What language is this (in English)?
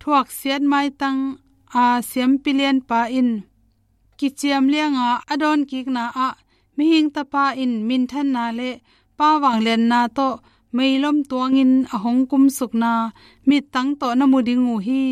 Tedim Chin